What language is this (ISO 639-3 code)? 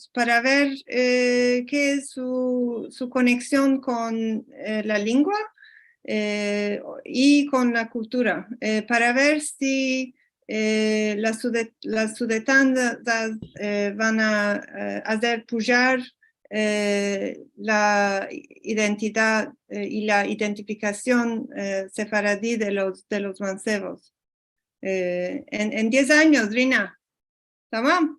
lad